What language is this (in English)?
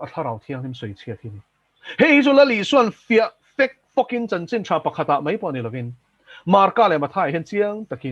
Mizo